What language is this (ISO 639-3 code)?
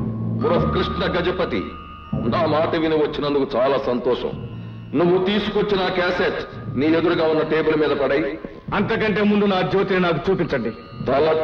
tel